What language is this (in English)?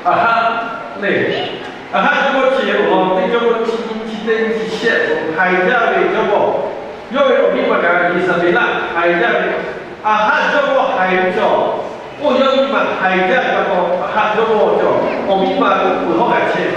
Lahu